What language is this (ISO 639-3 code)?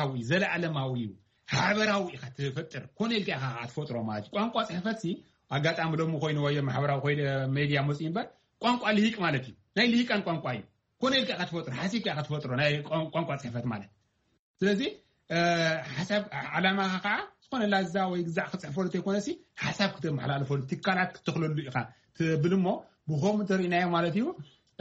tir